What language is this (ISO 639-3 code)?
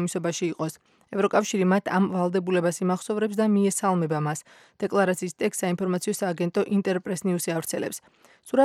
kat